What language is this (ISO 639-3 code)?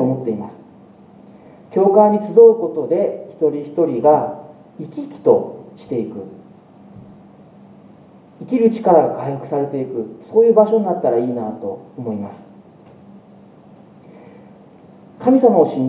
jpn